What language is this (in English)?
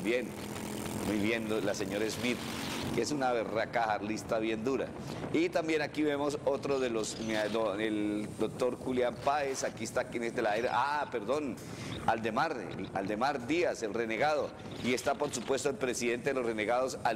Spanish